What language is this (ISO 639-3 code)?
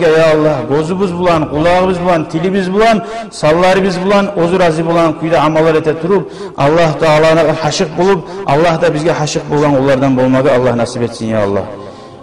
kum